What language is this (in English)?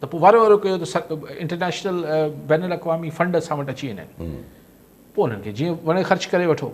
Sindhi